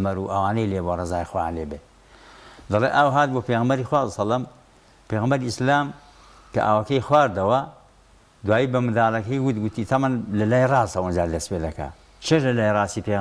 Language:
Central Kurdish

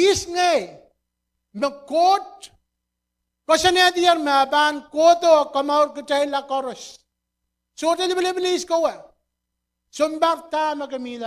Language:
Pohnpeian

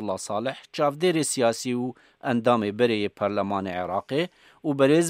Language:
Kurdish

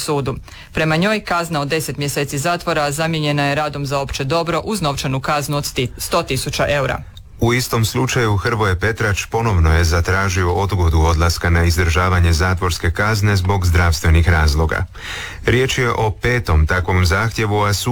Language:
Croatian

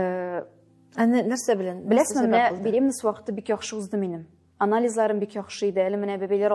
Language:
Tatar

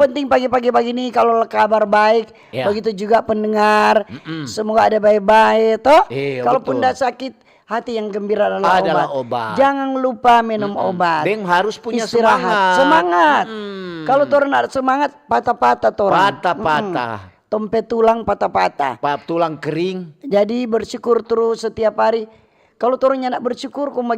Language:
Manado Malay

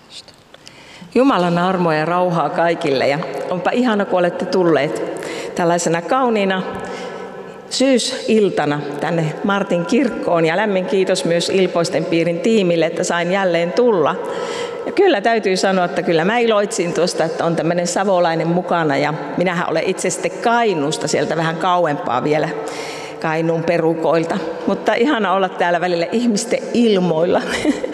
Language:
Finnish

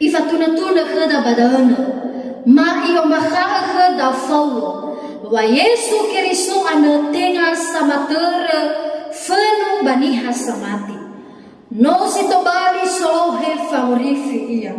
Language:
Nias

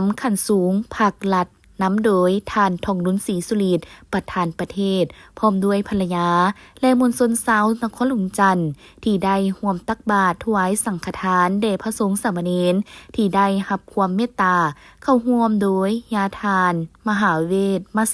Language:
Lao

